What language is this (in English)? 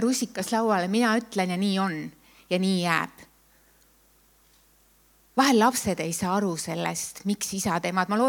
Estonian